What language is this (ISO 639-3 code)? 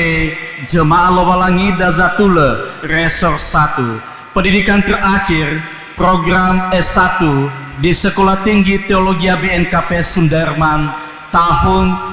nia